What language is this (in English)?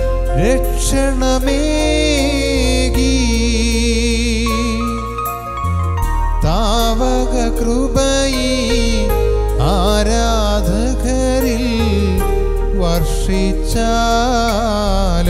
Malayalam